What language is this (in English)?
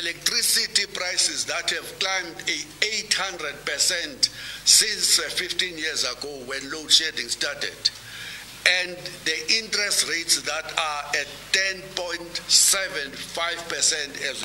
English